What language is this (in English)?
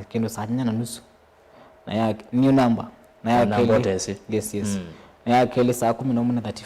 Kamba